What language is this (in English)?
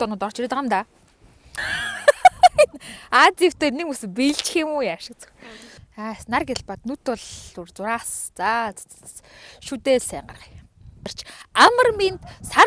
Mongolian